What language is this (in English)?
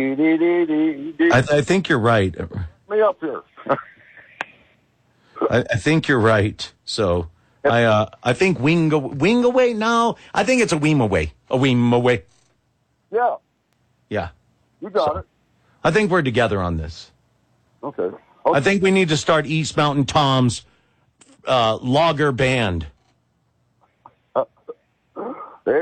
English